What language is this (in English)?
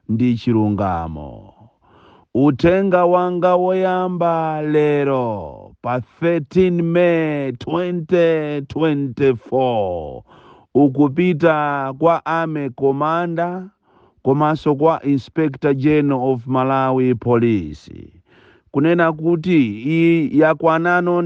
Nyanja